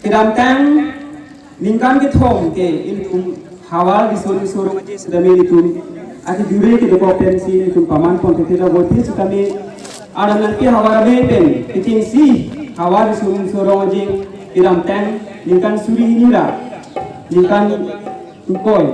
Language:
Karbi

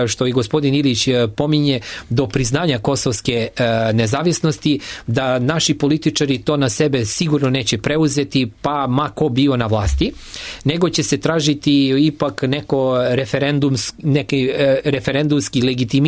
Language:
Serbian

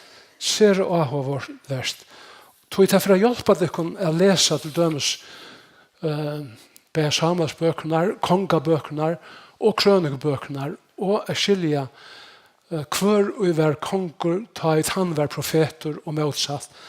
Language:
Faroese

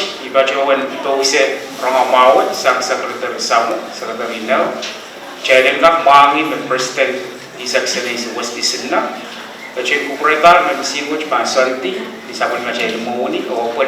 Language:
Pohnpeian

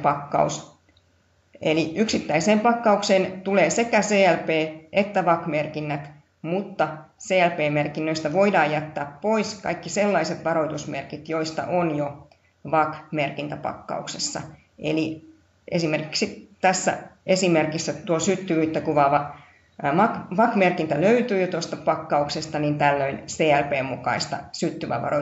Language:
Finnish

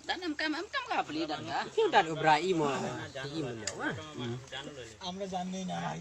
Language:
Sylheti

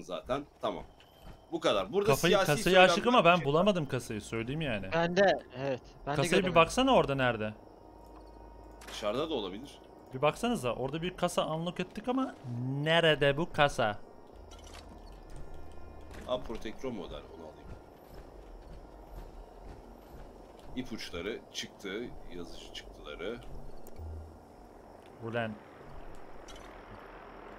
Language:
Turkish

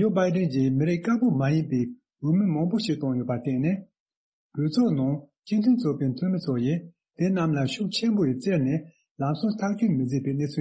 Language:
Tibetan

